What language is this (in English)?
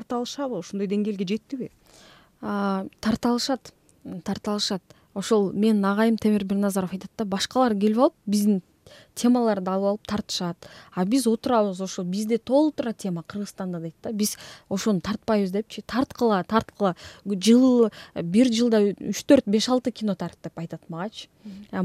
Kyrgyz